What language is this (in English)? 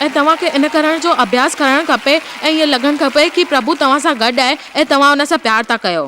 Sindhi